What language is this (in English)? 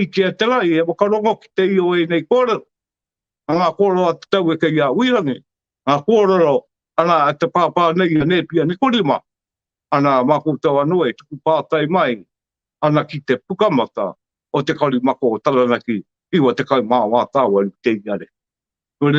Māori